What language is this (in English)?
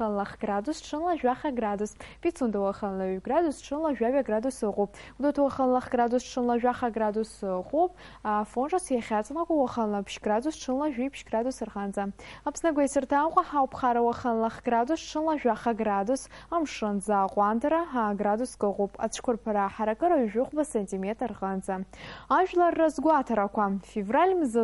Abkhazian